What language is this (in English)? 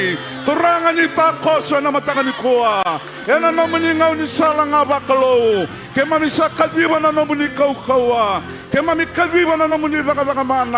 Fijian